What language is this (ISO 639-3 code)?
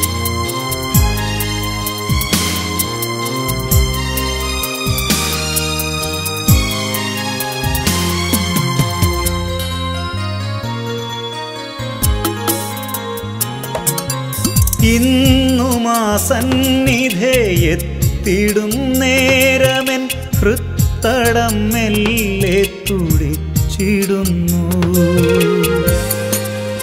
mal